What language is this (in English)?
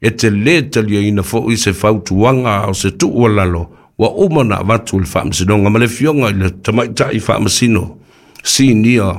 Samoan